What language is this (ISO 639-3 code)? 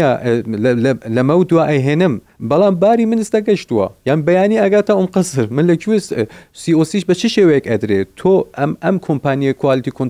ckb